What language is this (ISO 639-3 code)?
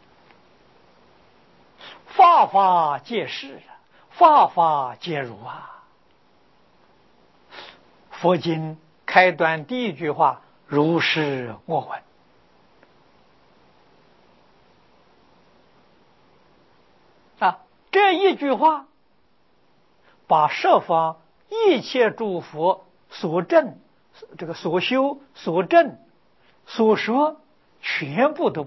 zho